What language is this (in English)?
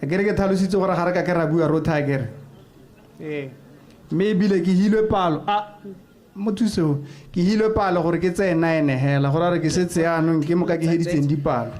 Tswana